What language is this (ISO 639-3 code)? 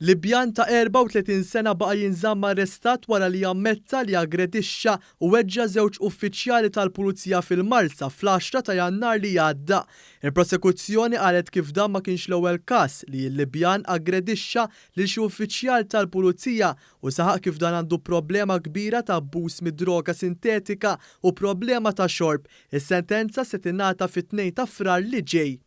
mlt